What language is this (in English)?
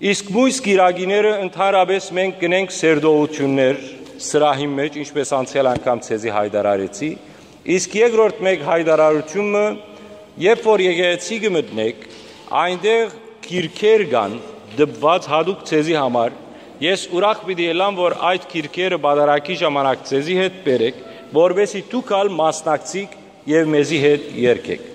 Western Armenian